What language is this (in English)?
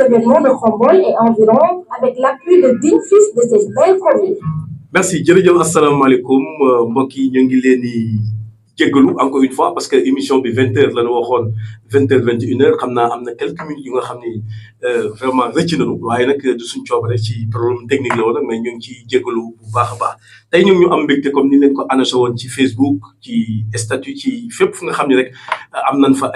Wolof